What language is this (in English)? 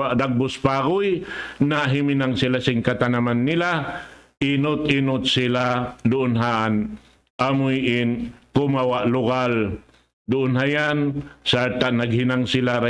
Tausug